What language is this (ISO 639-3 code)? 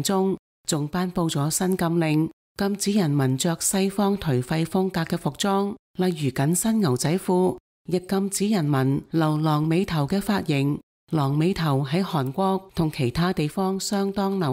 yue